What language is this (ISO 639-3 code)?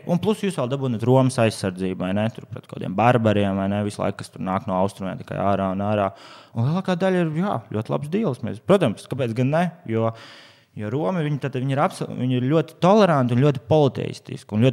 lav